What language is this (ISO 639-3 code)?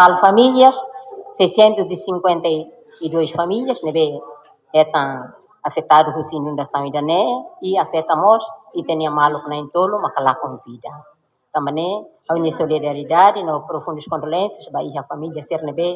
tet